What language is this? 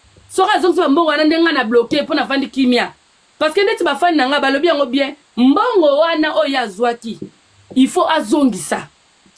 Lingala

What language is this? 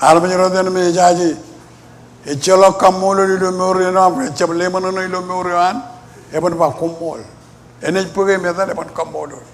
Marshallese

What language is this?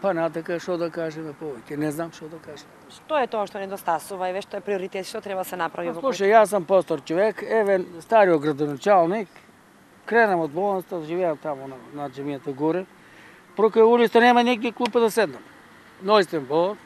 Macedonian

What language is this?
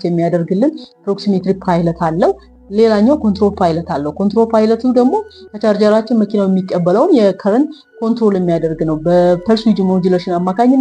Amharic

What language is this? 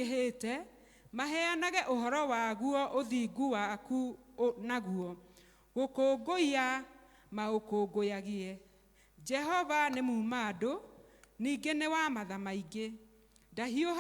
Kikuyu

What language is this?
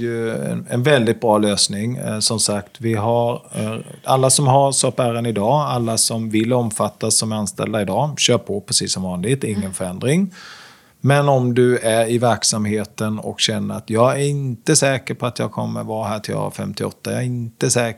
Swedish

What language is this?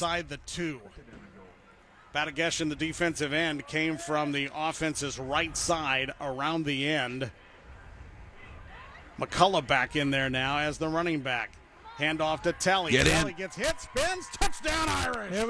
English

